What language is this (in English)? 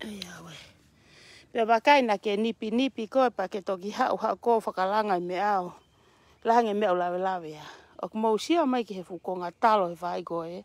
Tongan